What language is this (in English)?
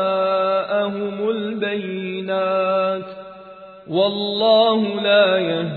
Arabic